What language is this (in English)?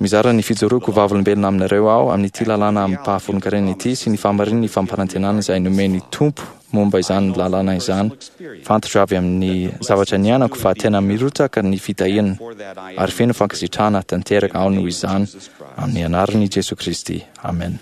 Malagasy